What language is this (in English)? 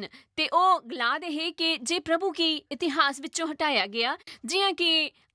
Dogri